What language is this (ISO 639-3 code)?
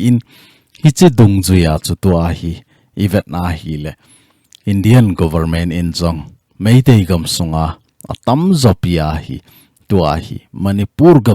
tcz